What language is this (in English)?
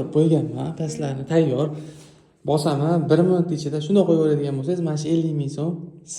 Uzbek